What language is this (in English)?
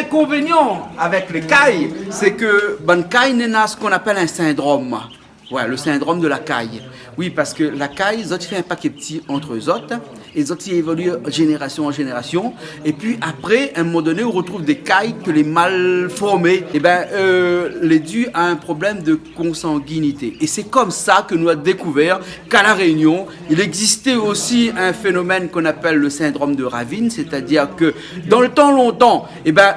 Réunion Creole French